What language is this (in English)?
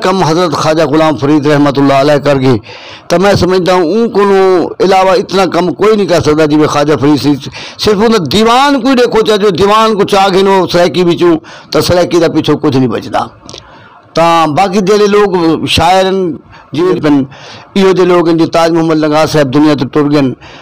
Saraiki